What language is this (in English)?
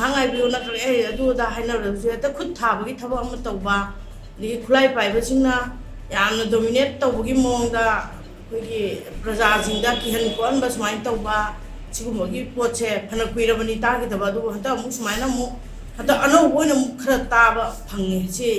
Manipuri